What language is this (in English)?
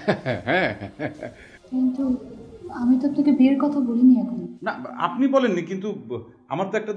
Bangla